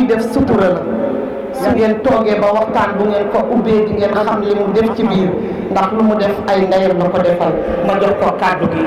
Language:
Wolof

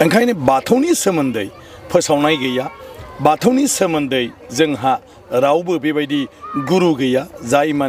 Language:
Bodo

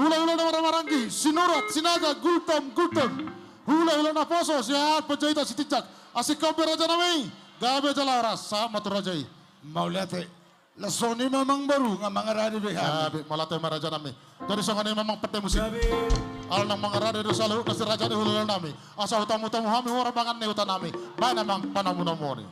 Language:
Batak Toba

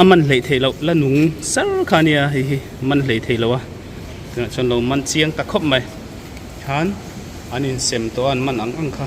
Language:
Mizo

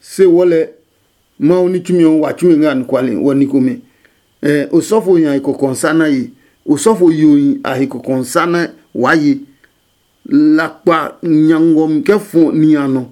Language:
Adangme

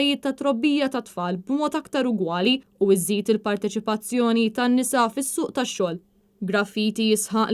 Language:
Maltese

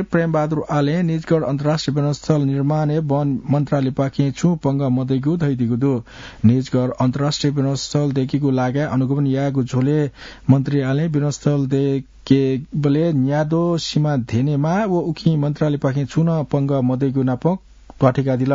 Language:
Newari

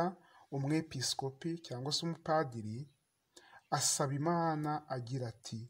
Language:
Kinyarwanda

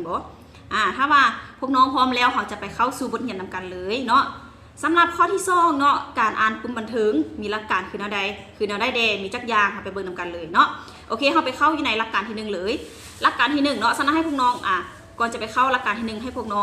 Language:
Lao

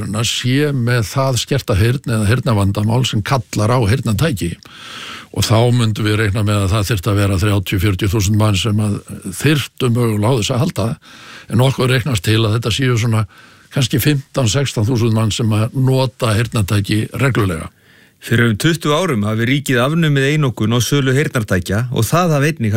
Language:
Icelandic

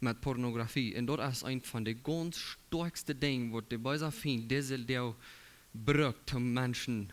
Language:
Plautdietsch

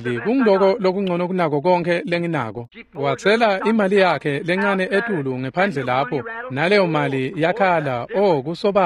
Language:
Swati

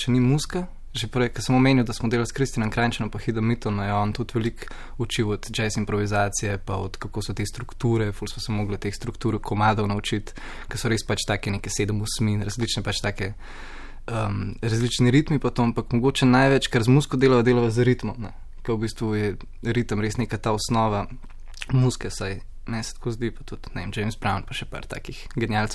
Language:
Slovenian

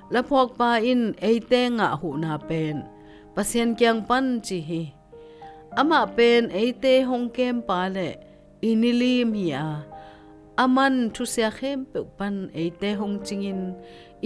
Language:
Tedim Chin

